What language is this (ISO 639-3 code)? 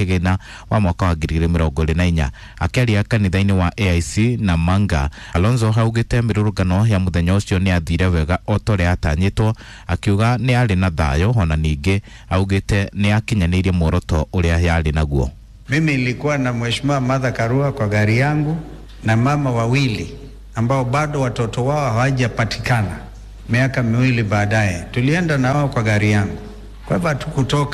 kik